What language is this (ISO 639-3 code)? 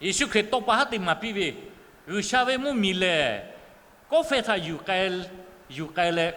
lhu